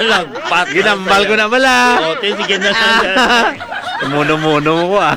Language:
Hiligaynon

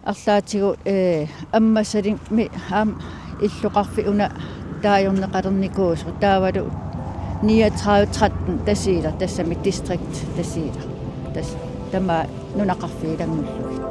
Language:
Kalaallisut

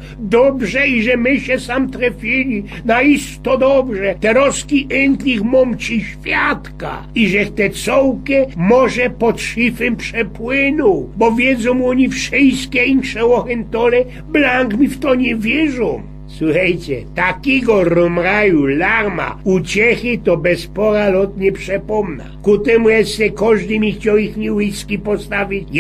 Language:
Silesian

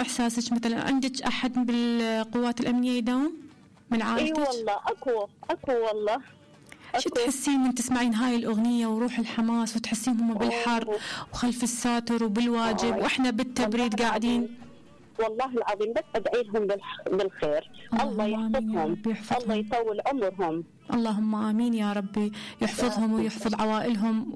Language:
Mesopotamian Arabic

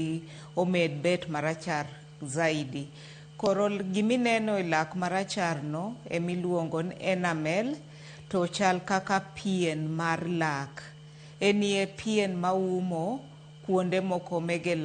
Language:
Luo (Kenya and Tanzania)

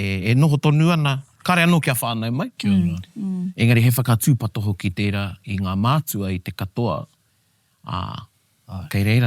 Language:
Māori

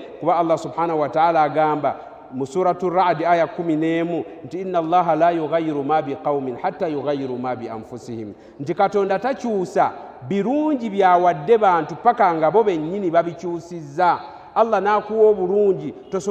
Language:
Ganda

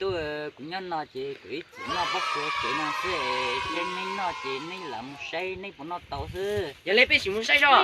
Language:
Hmong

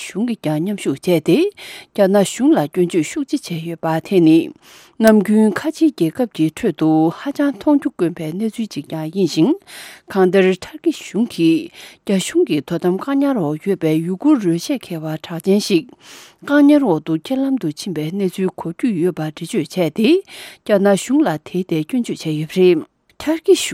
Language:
Tibetan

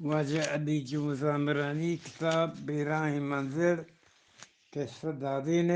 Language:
Eastern Balochi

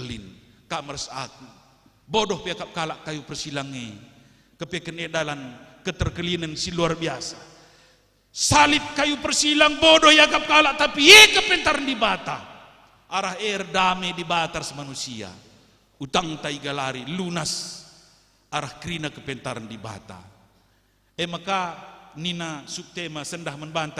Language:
Batak Karo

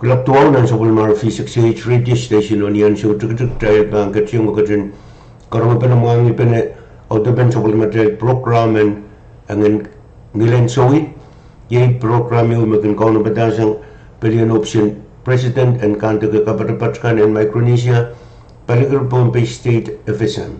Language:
Pohnpeian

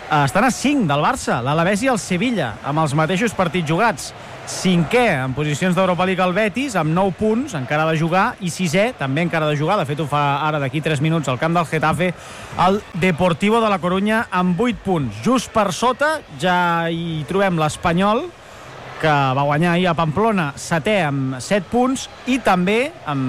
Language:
Catalan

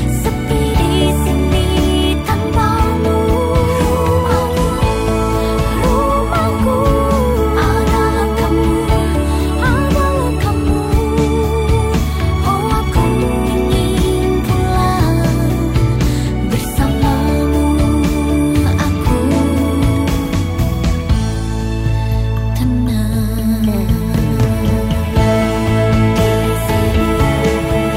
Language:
Indonesian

